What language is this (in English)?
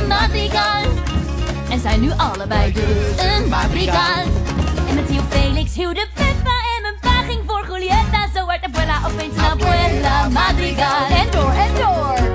Dutch